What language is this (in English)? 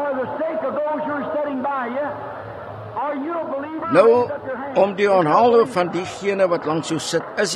Afrikaans